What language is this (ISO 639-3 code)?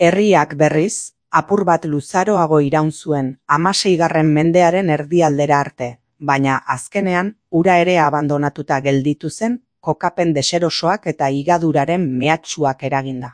eus